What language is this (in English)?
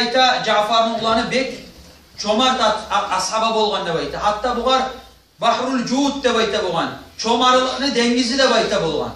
Kumyk